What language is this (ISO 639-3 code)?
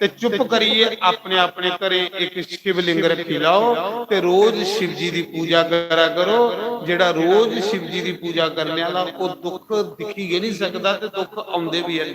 doi